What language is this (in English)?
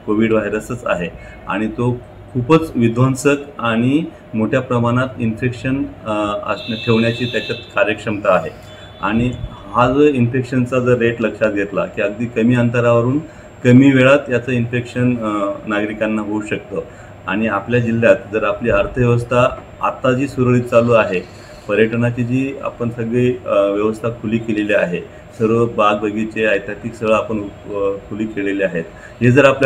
Marathi